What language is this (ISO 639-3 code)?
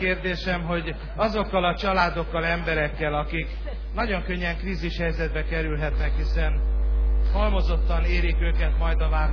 hun